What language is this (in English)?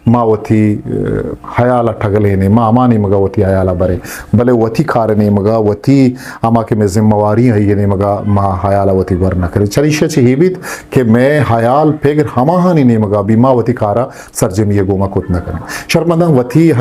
Eastern Balochi